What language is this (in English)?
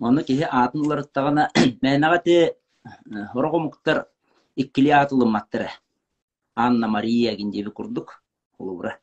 Yakut